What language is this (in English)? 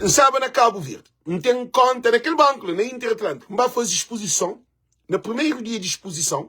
Kabuverdianu